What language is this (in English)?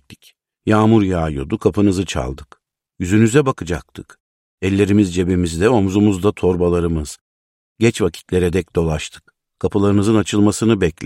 Turkish